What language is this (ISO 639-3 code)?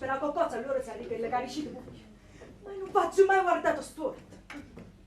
nap